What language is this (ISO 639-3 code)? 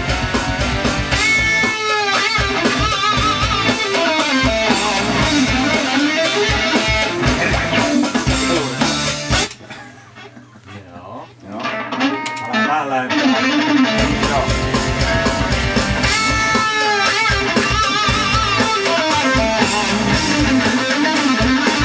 fin